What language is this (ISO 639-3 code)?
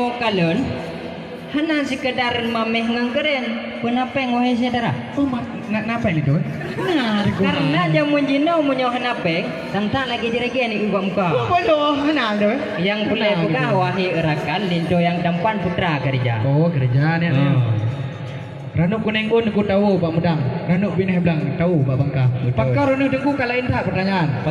ace